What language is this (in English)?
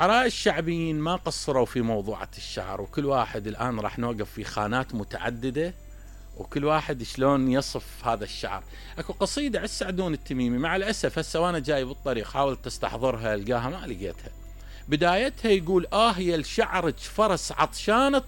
Mesopotamian Arabic